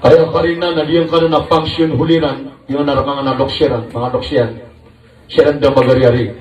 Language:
Maranao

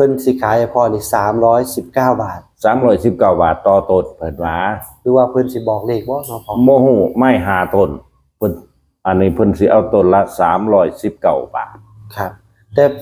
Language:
Northeastern Thai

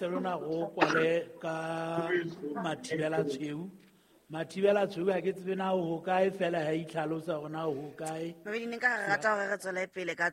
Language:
Southern Sotho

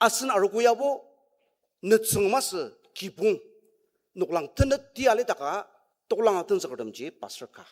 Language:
Ao Naga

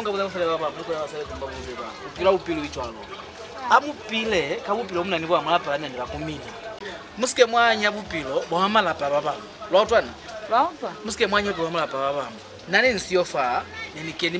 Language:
Lozi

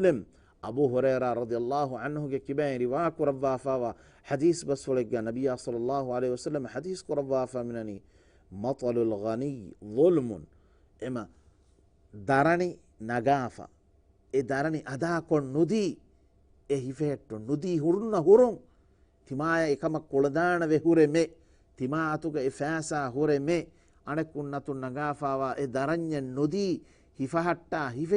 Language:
Divehi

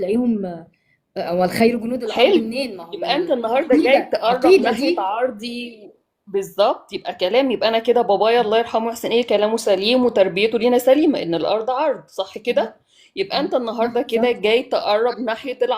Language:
Egyptian Arabic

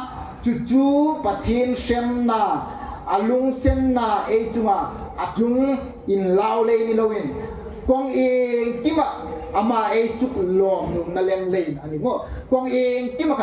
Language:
Hmar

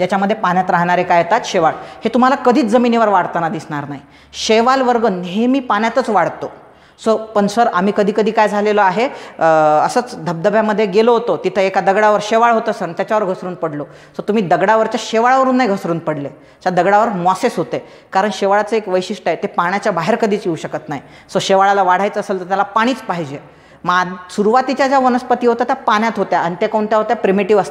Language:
Marathi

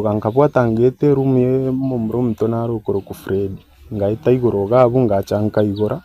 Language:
Gusii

